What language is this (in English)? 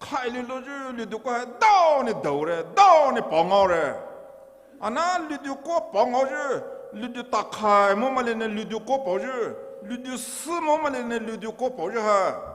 Poumei Naga